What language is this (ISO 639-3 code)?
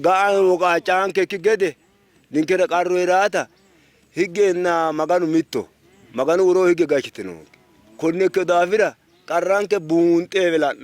sid